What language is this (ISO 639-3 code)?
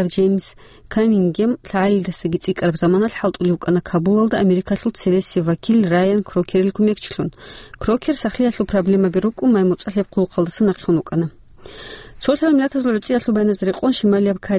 ava